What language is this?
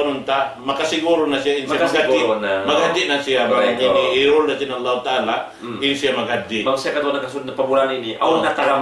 Tausug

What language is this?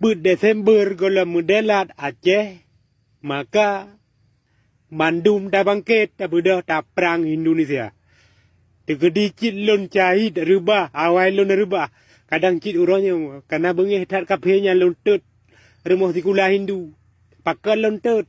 Achinese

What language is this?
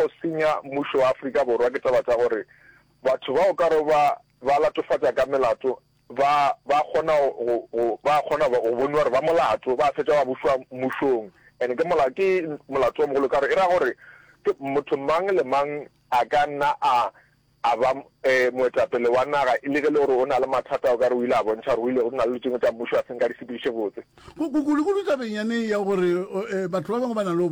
Northern Sotho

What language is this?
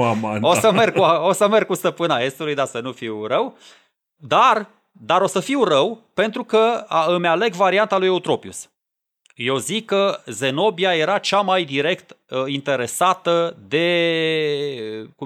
Romanian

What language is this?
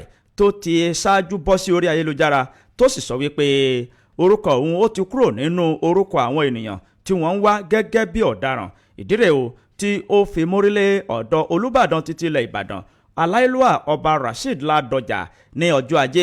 Yoruba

